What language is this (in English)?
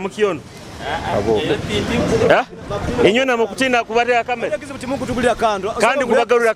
Nyoro